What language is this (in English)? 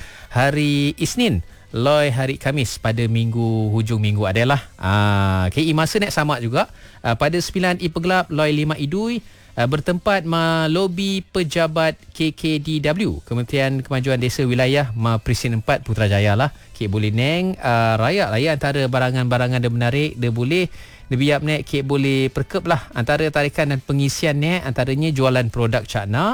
Malay